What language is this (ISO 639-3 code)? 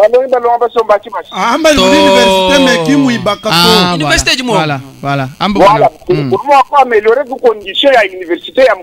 lua